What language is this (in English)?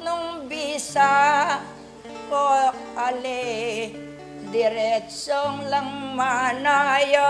Pampanga